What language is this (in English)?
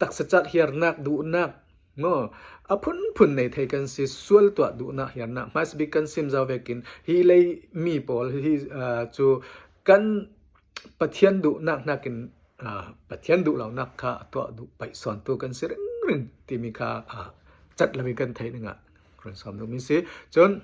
Falam Chin